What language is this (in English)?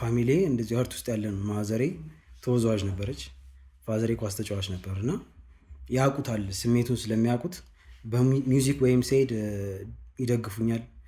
Amharic